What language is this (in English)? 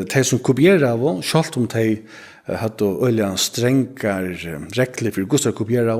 Faroese